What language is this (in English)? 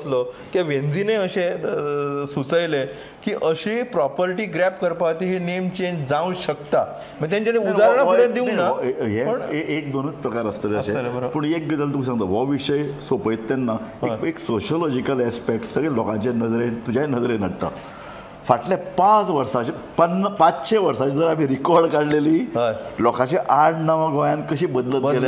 Konkani